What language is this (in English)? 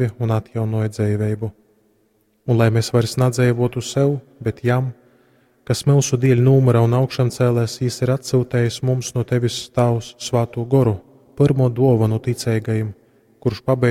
Latgalian